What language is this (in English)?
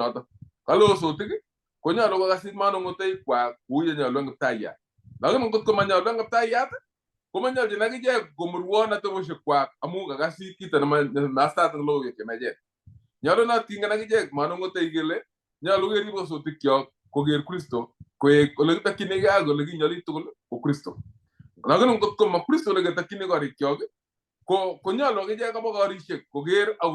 Kalenjin